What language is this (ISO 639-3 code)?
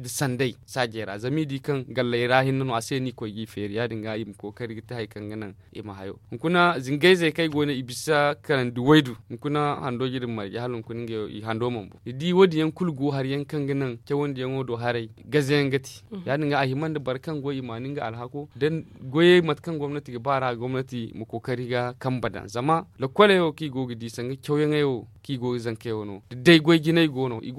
dje